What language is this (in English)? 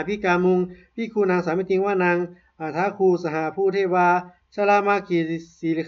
Pali